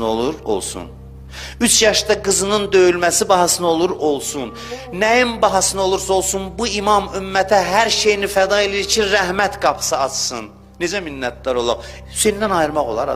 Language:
Azerbaijani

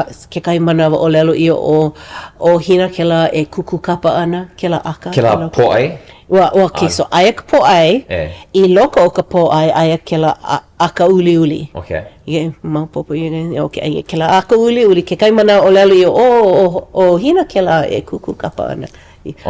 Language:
Hawaiian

